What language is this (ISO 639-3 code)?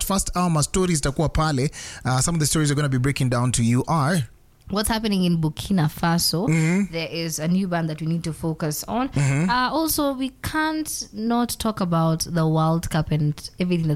swa